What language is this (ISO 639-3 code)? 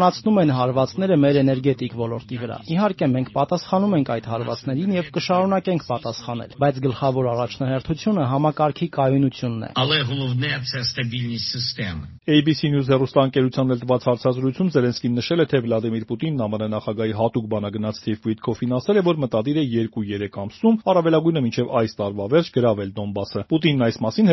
hye